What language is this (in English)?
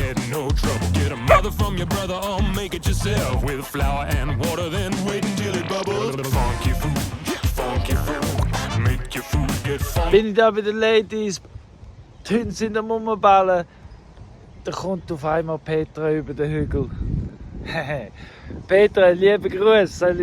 Swiss German